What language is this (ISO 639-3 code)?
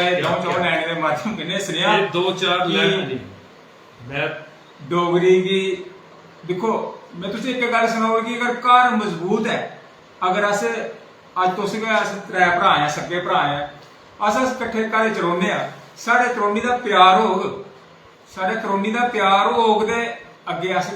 doi